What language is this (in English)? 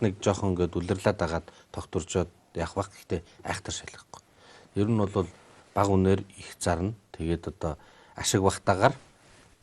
Mongolian